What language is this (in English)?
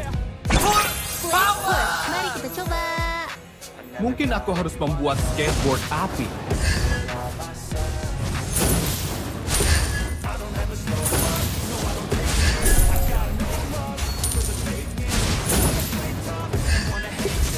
Indonesian